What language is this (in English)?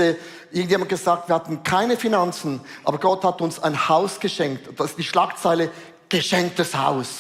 Swiss German